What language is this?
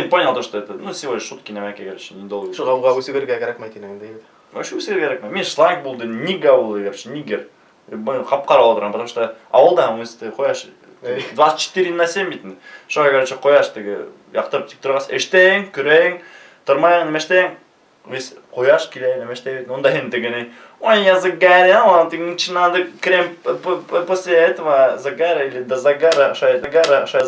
Bashkir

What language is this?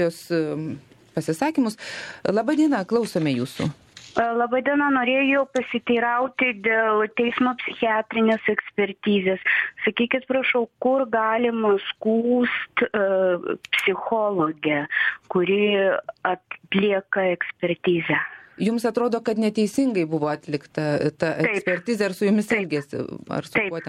Lithuanian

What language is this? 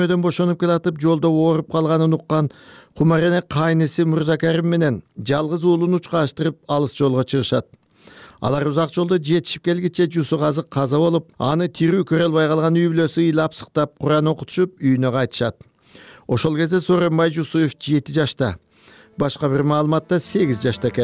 Kyrgyz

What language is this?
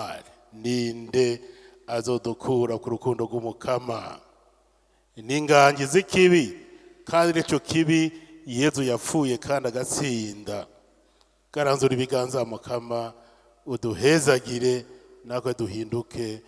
Rundi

